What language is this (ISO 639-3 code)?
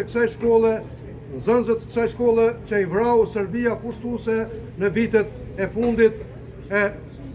sqi